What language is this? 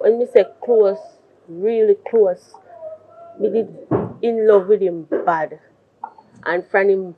Jamaican Creole English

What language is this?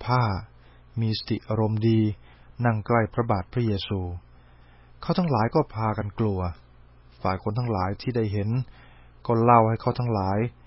Thai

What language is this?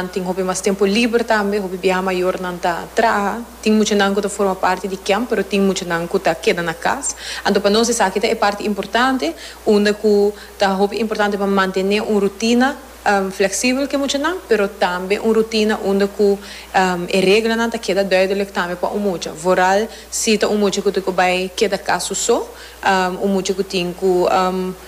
Papiamento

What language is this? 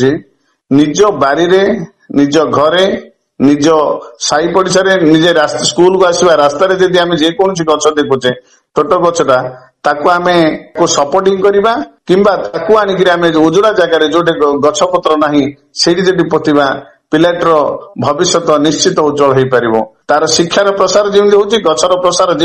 Odia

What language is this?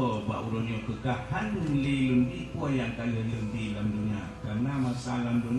Achinese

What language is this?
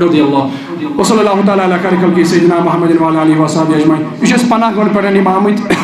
Kashmiri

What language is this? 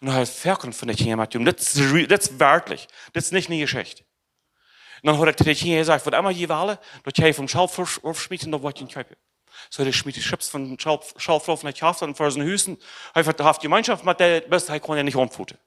Plautdietsch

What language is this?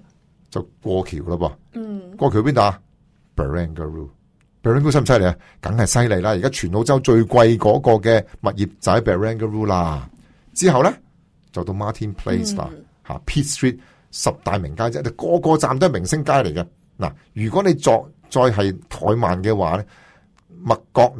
Cantonese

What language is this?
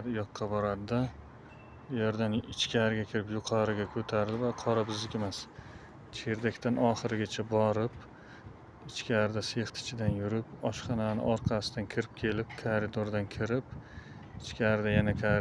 Uzbek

